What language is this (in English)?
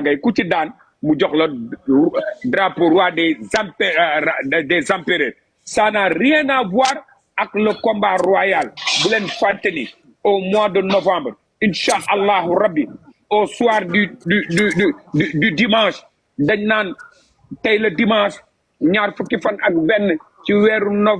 Wolof